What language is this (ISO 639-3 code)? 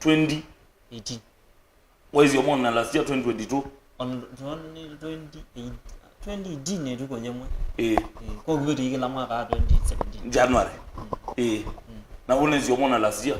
kam